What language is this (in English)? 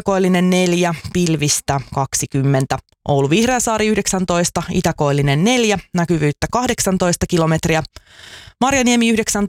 Finnish